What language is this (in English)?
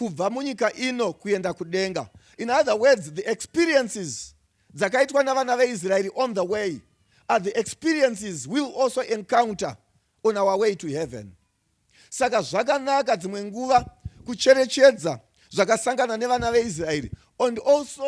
Shona